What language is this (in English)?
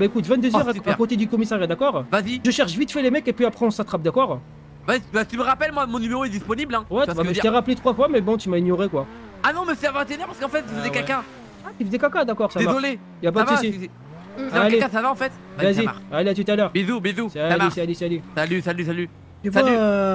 French